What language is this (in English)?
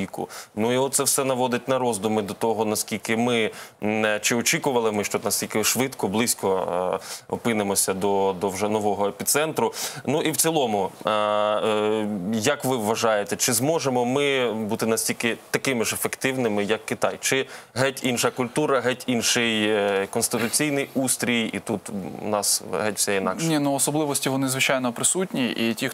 Ukrainian